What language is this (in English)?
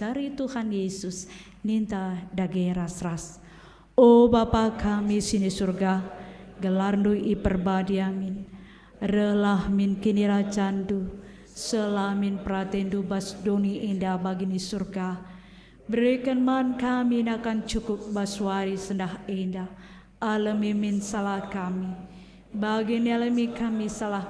Batak Karo